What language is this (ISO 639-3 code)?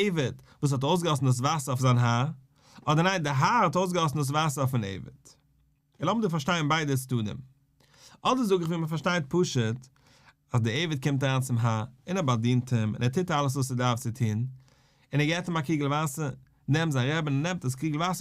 yid